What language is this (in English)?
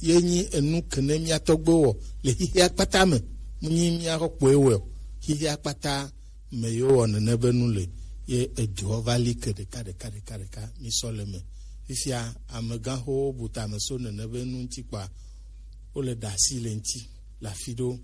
Gen